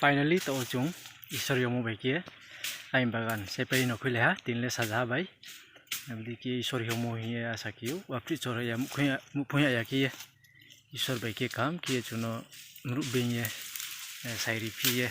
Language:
Riang (India)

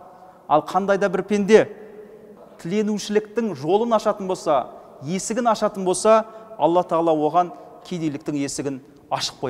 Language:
Kazakh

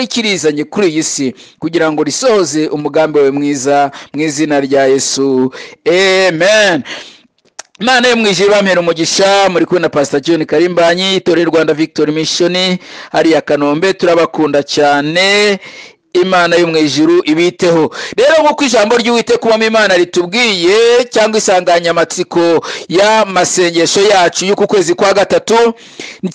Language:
Kinyarwanda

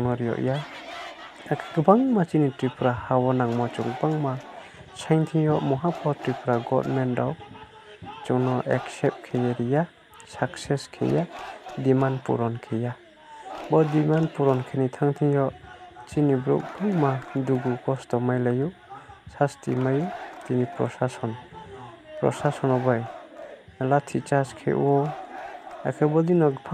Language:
Riang (India)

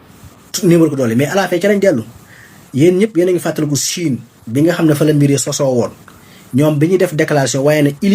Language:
Wolof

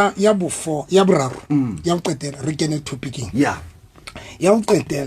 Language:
Southern Sotho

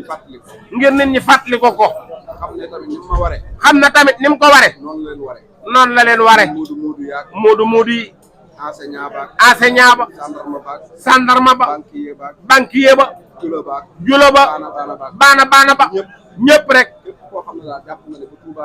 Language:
Wolof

